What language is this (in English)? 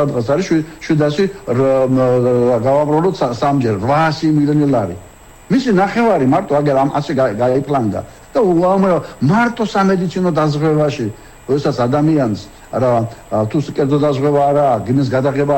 Georgian